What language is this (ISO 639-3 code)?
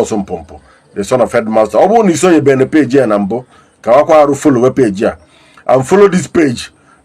ibo